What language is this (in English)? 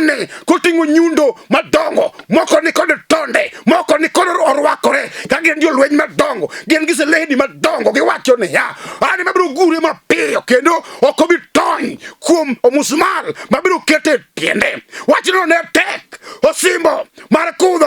Luo (Kenya and Tanzania)